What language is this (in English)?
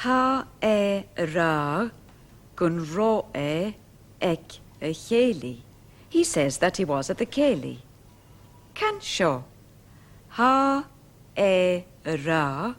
Scottish Gaelic